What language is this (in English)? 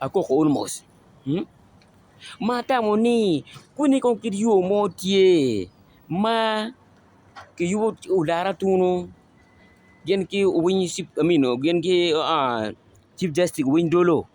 Acoli